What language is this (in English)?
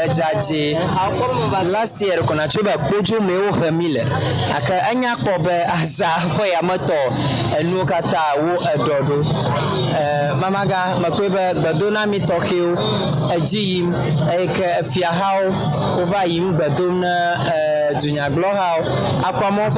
Ewe